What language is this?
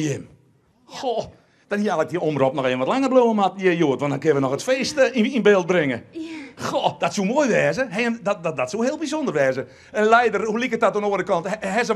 Western Frisian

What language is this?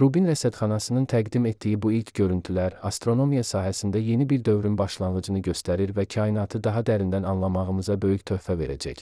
Azerbaijani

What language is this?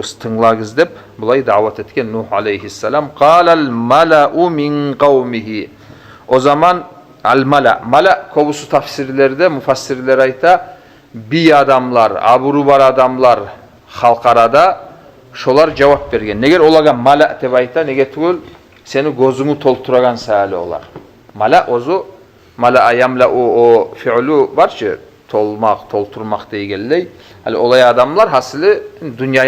Kumyk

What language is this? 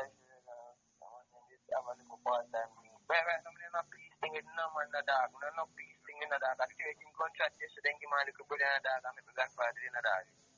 Jamaican Creole English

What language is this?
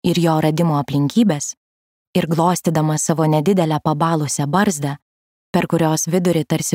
Lithuanian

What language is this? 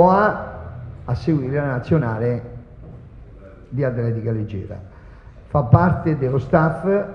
Italian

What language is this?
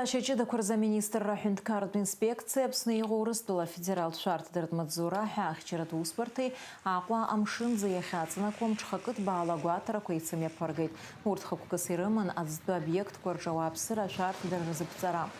Abkhazian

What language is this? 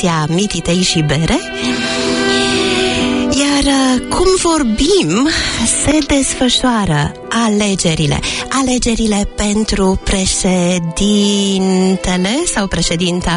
Romanian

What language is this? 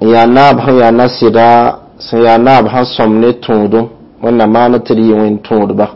Mossi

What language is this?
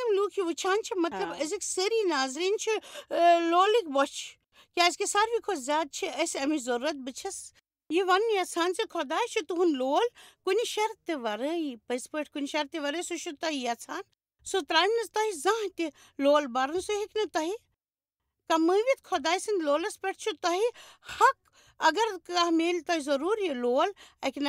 Kashmiri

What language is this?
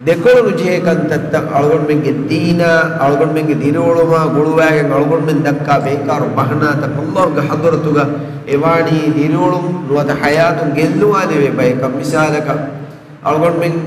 Divehi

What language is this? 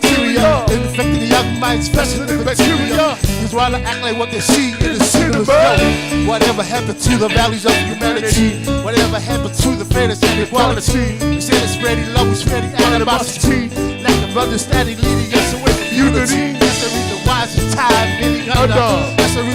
Samoan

